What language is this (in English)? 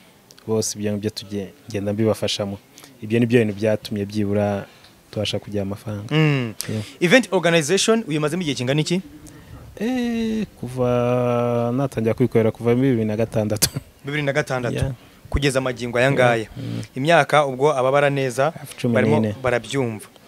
Kinyarwanda